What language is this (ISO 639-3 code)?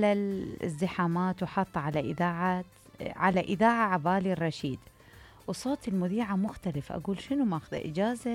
acm